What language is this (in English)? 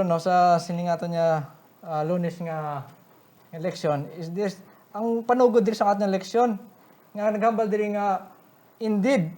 Hiligaynon